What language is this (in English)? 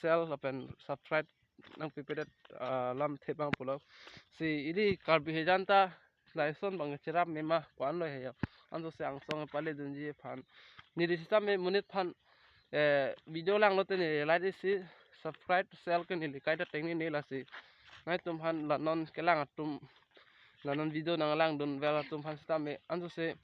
Karbi